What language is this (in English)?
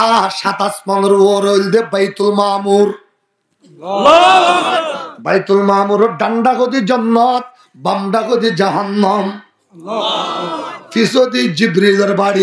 Rohingya